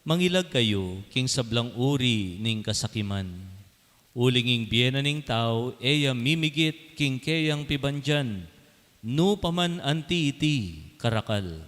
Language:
Pampanga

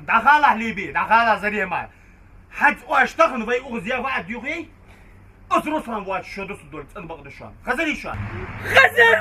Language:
Ingush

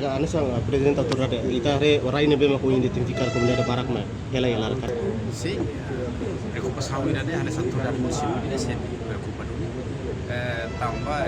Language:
Tetum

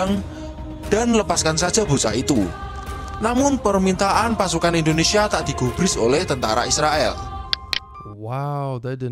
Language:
Indonesian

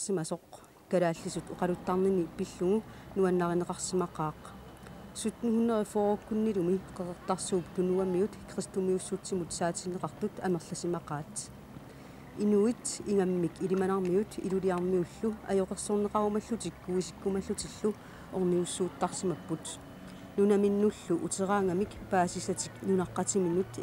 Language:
Kalaallisut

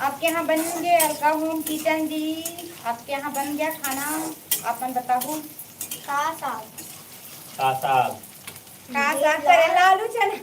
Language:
Chhattisgarhi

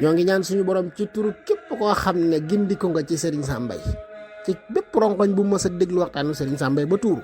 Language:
Wolof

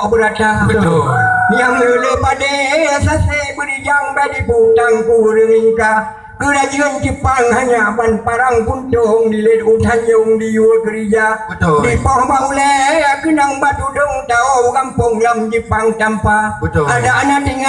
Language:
Achinese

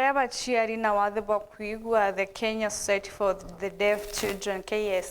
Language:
Meru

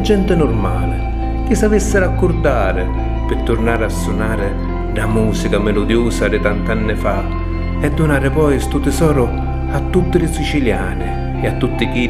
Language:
Sicilian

